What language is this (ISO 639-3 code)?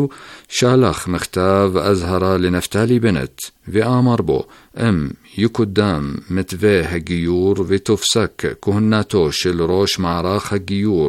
heb